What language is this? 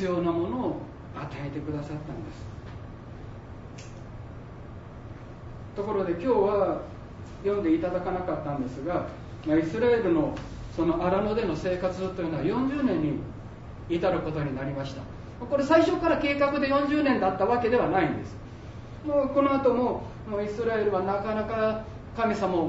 Japanese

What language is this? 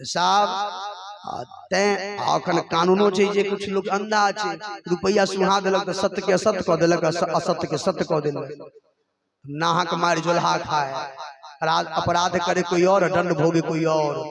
Maithili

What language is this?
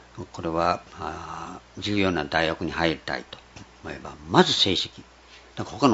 Japanese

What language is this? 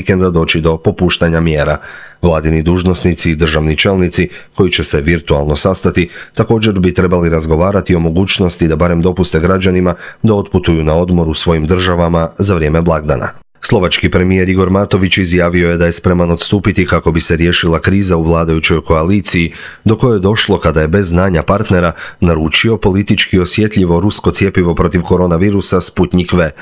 Croatian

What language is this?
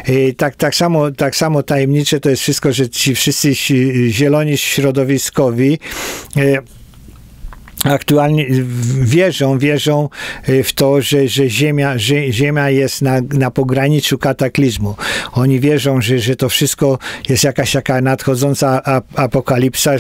Polish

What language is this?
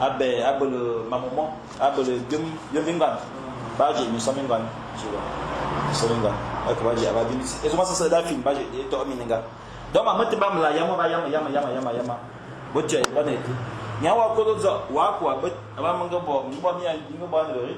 Fang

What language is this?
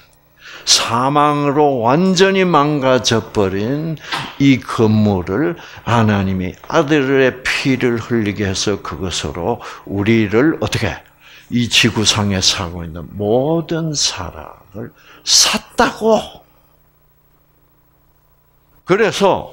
Korean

